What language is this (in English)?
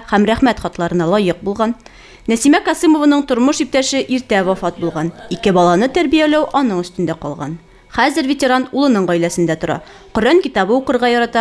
Tatar